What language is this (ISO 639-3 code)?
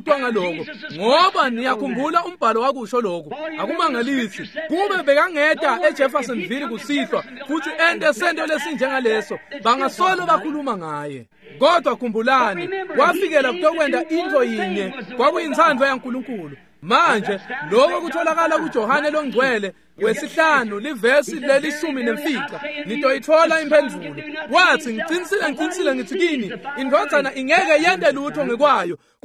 ssw